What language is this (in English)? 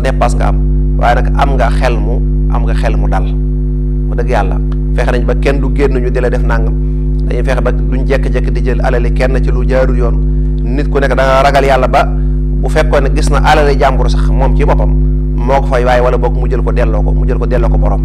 Wolof